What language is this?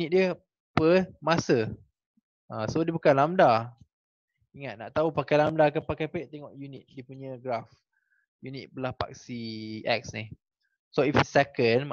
Malay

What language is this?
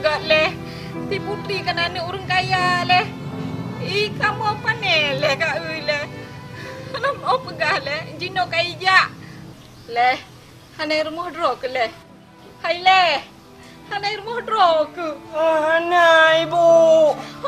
Achinese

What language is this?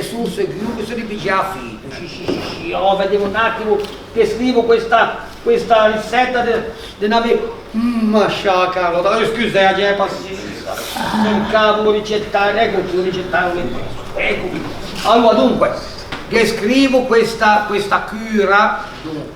Ligurian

